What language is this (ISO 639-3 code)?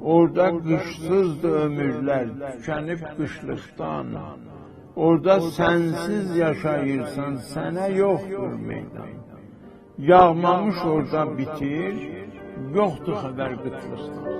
azb